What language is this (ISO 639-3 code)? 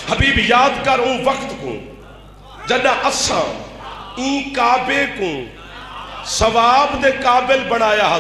skr